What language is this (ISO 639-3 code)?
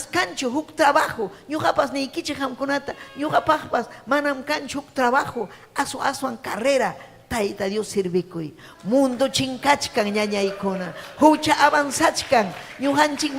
quy